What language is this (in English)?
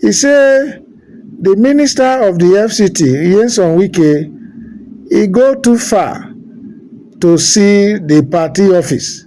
Nigerian Pidgin